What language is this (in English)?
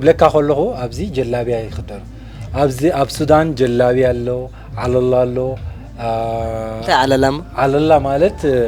Sudanese Arabic